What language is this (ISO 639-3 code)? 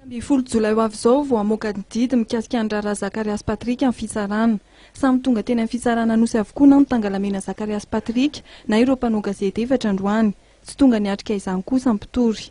mlg